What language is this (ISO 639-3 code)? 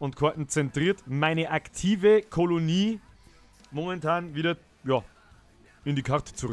bar